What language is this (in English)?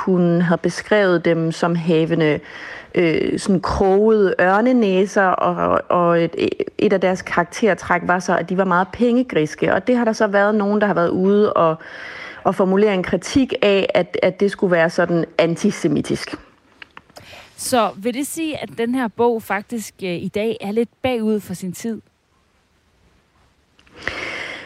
Danish